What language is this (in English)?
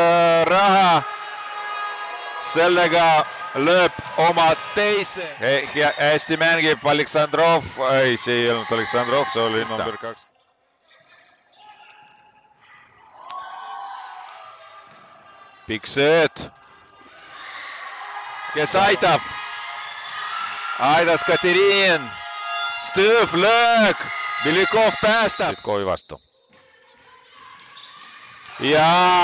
Estonian